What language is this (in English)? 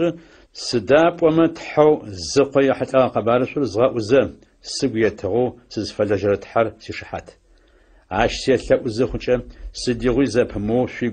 Adyghe